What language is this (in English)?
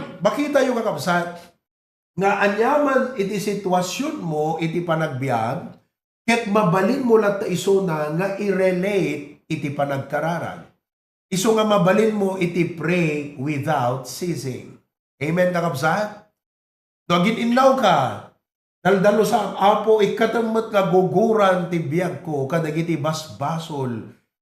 Iloko